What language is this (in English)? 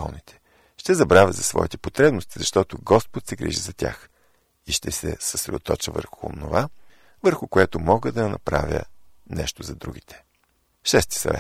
Bulgarian